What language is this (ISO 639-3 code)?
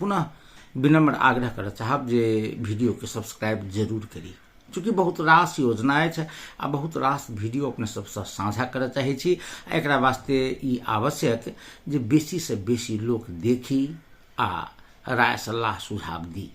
mai